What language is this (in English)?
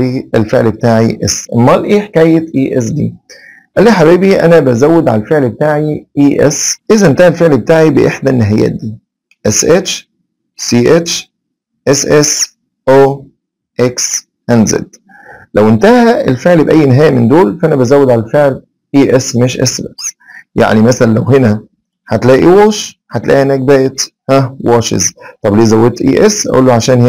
Egyptian Arabic